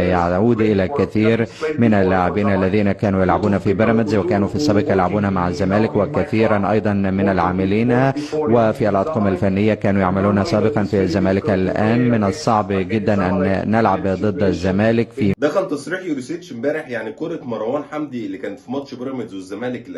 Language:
Egyptian Arabic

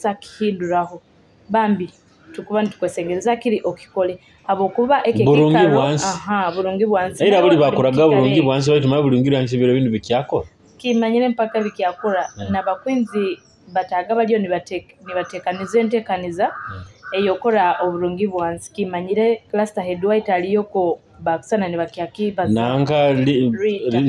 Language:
Nyoro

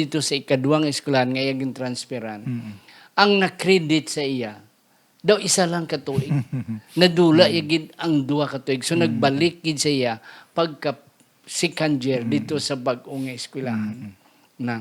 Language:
Hiligaynon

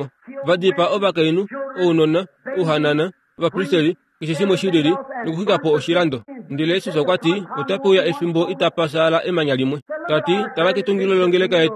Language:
Kuanyama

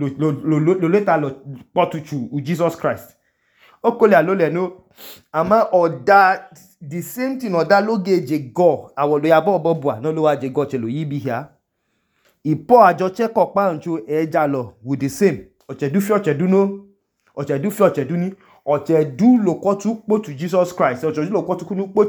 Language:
Idoma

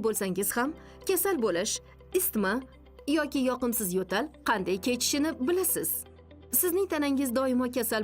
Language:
Uzbek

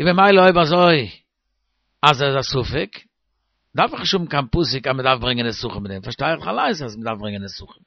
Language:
Yiddish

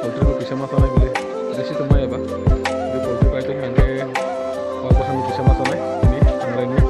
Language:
Kok Borok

